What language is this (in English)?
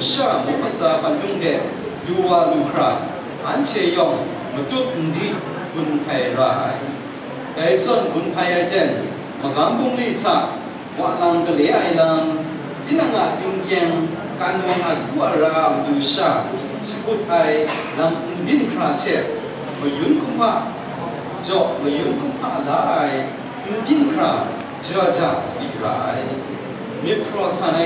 Kachin